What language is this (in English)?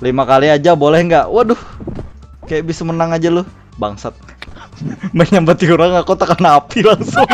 Banjar